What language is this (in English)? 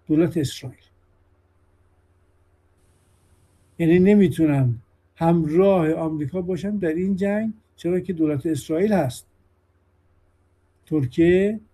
Persian